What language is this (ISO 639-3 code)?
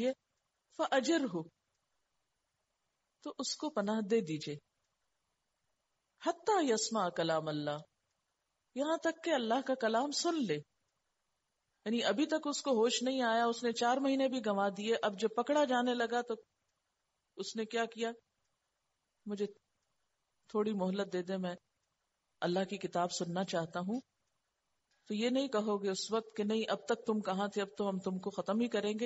urd